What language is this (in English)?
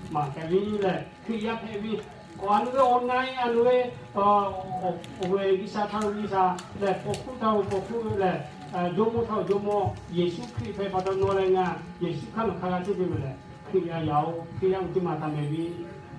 Lahu